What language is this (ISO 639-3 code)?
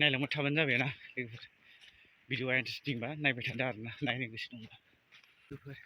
brx